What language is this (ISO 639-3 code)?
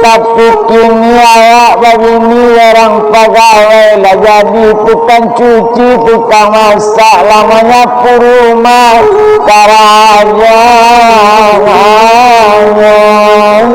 min